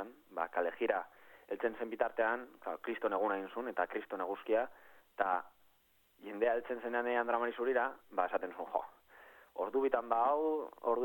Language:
Basque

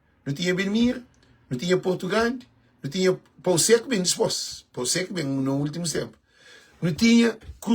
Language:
Kabuverdianu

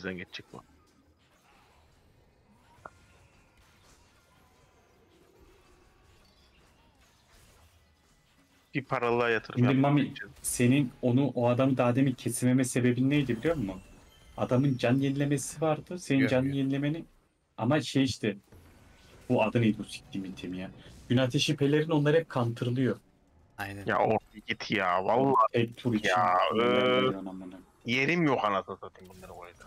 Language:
Turkish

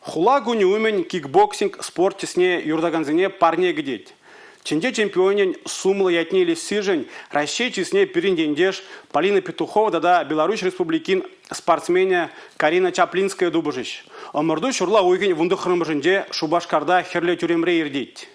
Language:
Chuvash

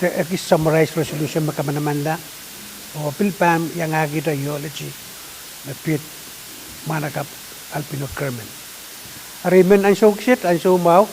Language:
Pohnpeian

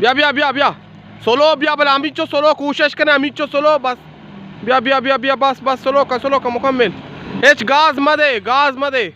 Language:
Baluchi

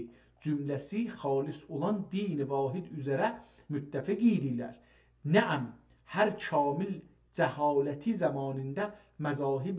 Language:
South Azerbaijani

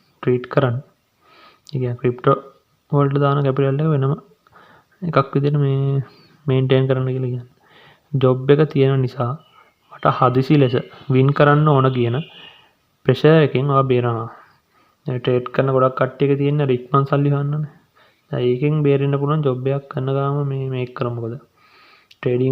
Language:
Sinhala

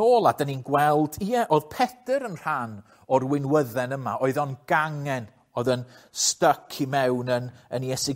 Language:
Welsh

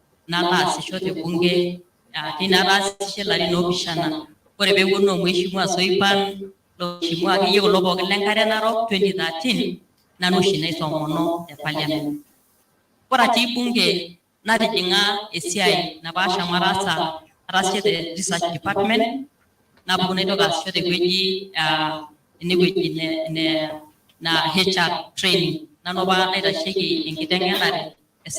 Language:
Masai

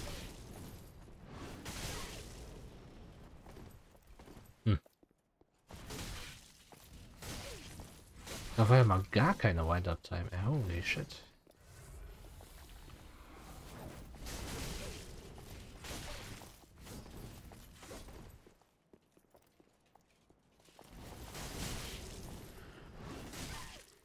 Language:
German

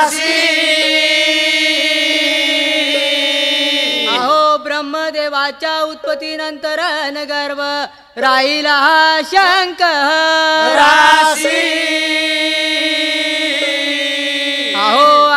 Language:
Marathi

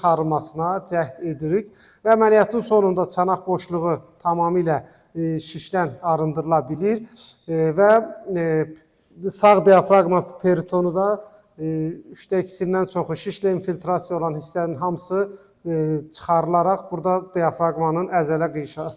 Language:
Azerbaijani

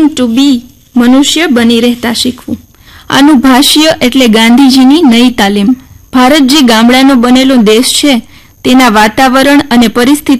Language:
Gujarati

